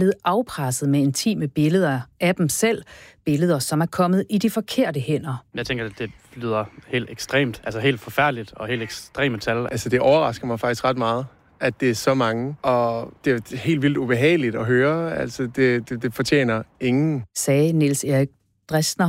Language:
Danish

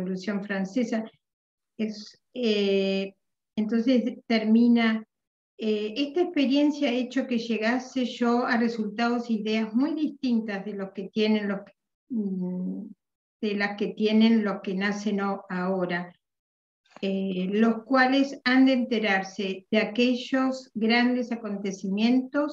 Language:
Spanish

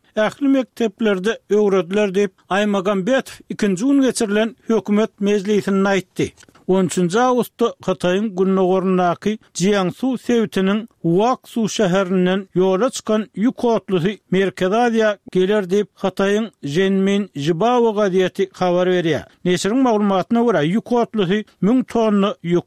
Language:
Turkmen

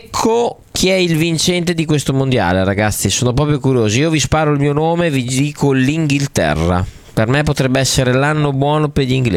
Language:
Italian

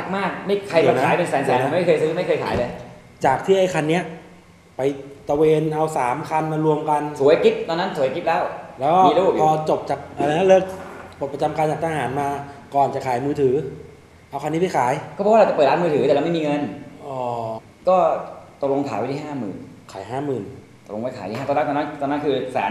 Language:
Thai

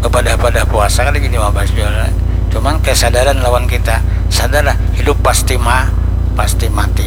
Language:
Banjar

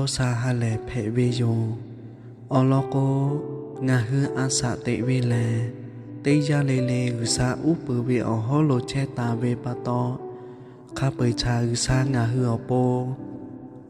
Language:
Lahu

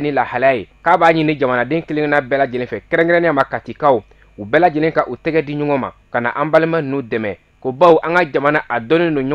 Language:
Bambara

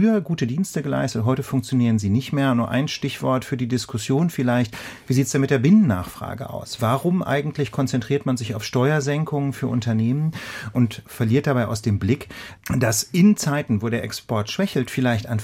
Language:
German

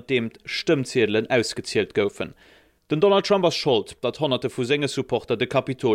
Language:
Luxembourgish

